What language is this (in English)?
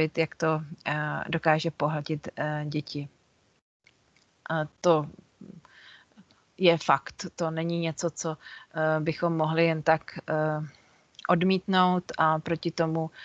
Czech